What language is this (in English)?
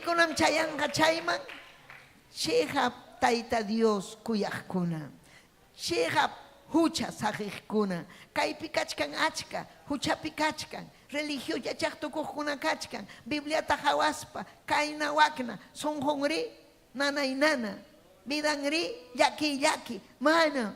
Ayacucho Quechua